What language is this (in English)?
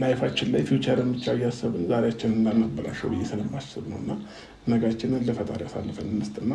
Amharic